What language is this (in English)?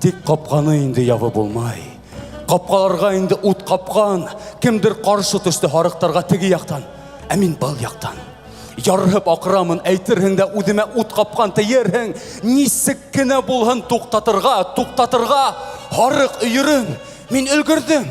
Bashkir